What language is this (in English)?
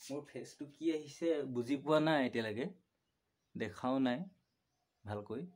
Assamese